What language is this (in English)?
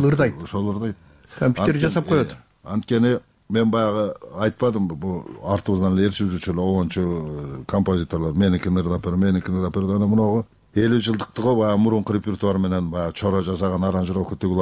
Kyrgyz